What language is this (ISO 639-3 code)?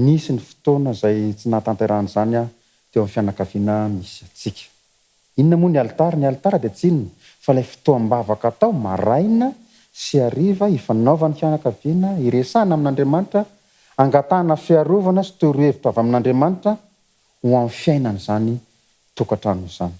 mlg